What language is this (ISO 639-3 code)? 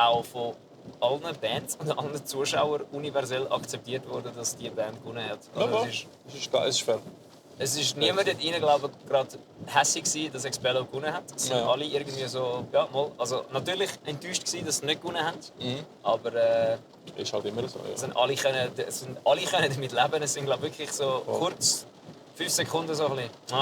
gsw